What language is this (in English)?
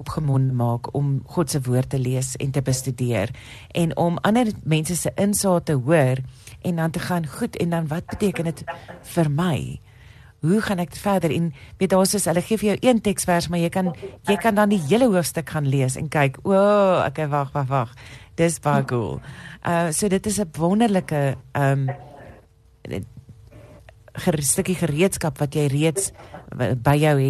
Afrikaans